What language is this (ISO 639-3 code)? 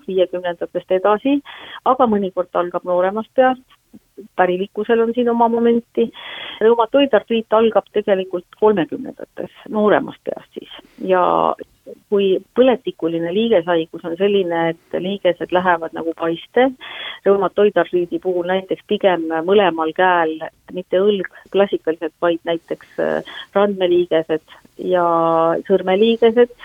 est